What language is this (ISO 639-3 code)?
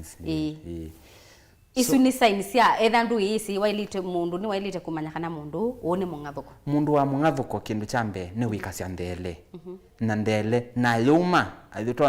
kam